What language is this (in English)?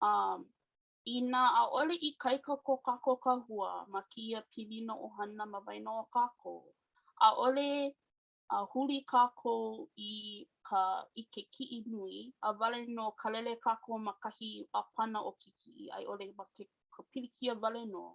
Hawaiian